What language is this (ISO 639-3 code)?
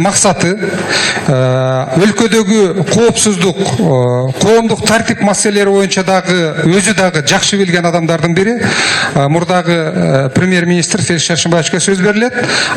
kir